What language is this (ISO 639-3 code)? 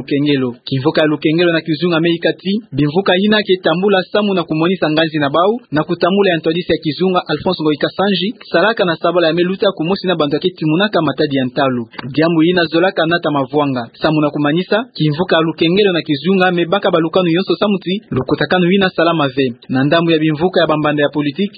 ktu